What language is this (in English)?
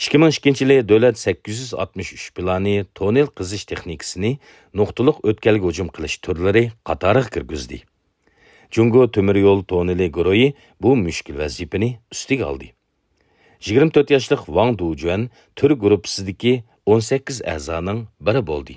Uyghur